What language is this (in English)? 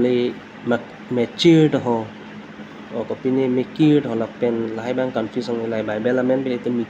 Karbi